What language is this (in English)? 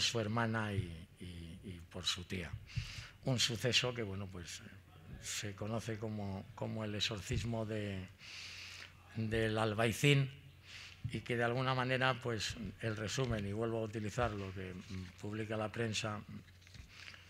Spanish